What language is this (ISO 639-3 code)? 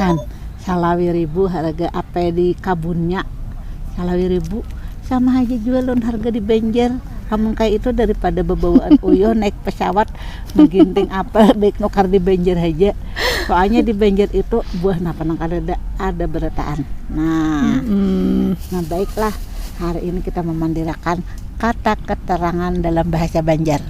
bjn